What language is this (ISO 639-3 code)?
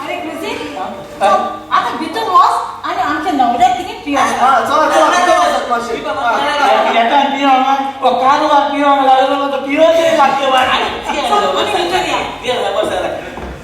kok